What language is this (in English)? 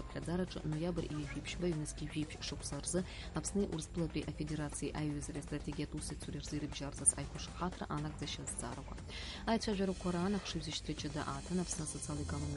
Abkhazian